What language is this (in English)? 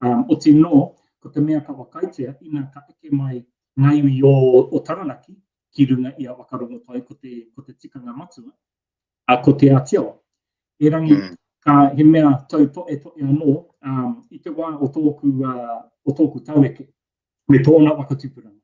Māori